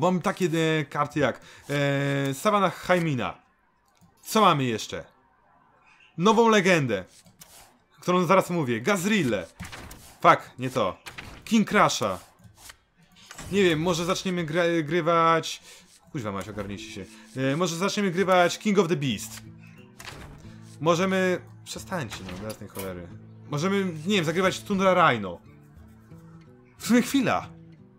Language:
Polish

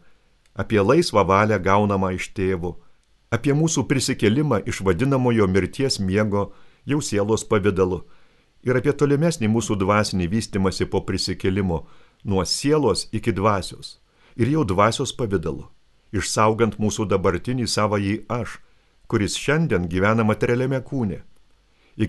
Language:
Lithuanian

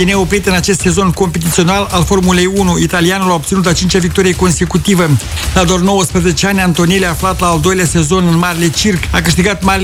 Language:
Romanian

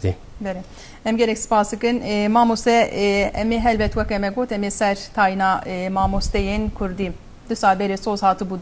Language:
Kurdish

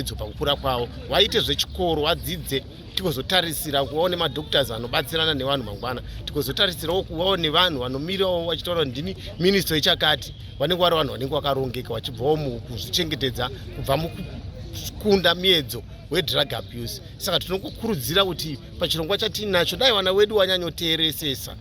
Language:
Shona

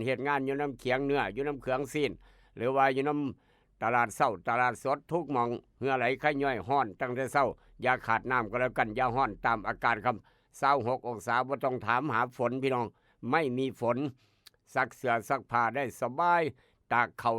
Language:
Northeastern Thai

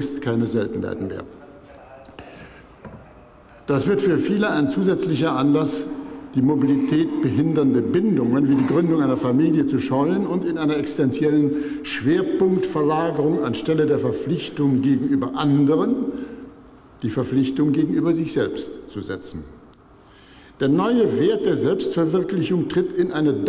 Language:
German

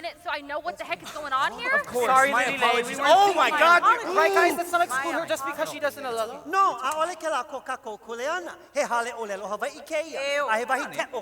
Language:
Hawaiian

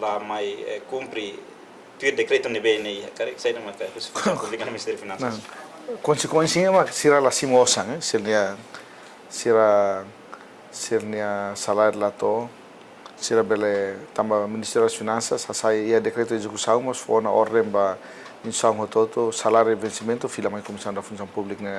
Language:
Tetum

